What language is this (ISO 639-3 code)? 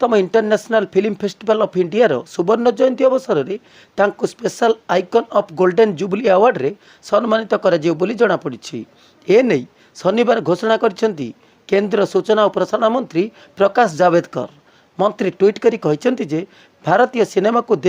ori